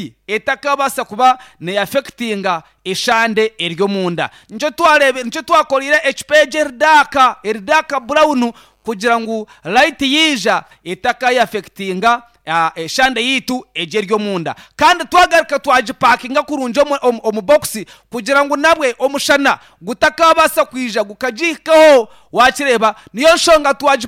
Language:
Nyankole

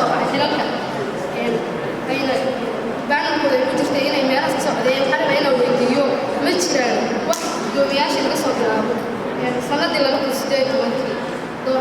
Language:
Somali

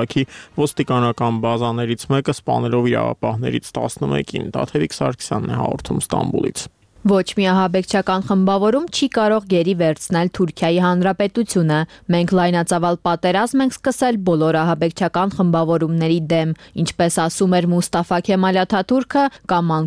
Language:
Armenian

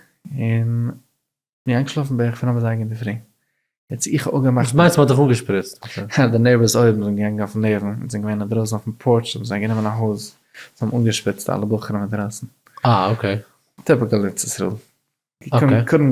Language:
Yiddish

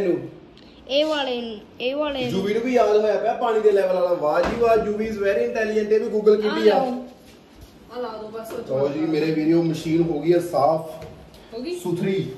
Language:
Punjabi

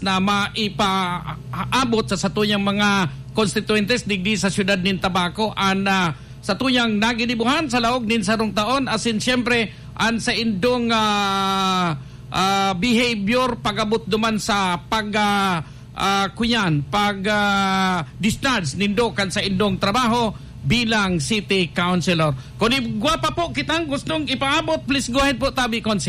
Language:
Bikol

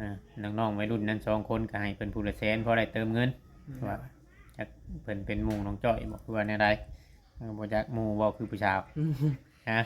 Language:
Northeastern Thai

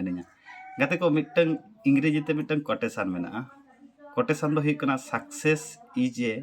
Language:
Santali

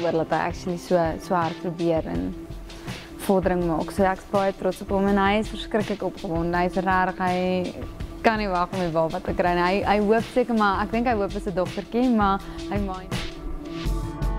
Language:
Afrikaans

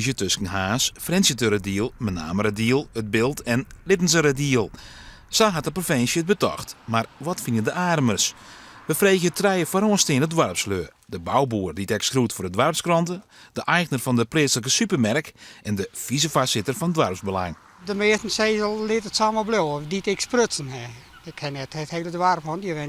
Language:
Western Frisian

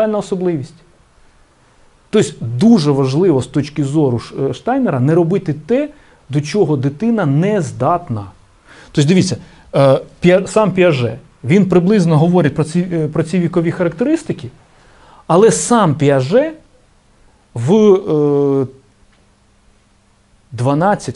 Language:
Ukrainian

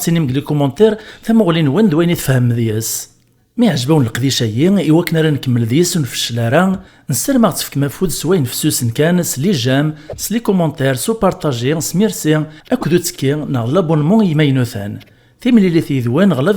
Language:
Kabyle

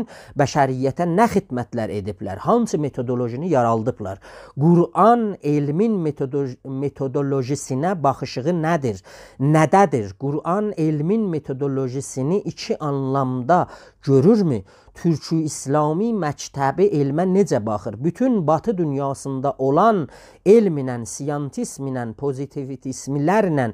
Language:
South Azerbaijani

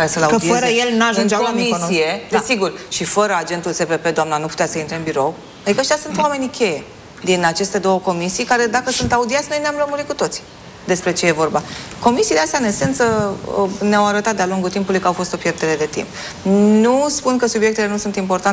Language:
Romanian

